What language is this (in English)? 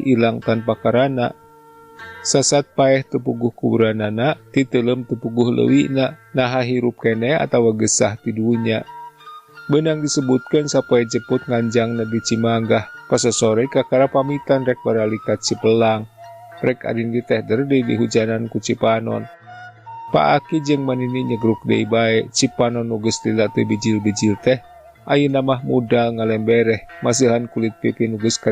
Sundanese